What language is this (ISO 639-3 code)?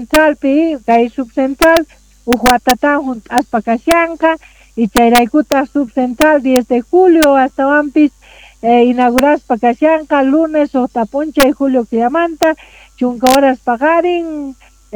quh